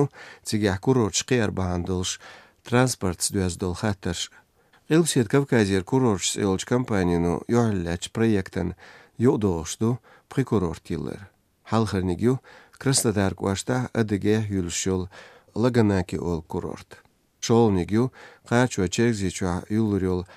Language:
Chechen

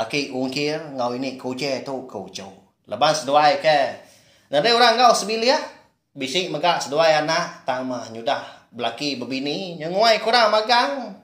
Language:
Iban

